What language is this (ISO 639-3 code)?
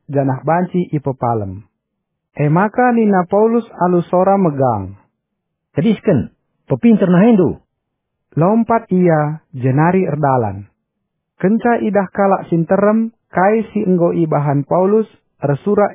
btx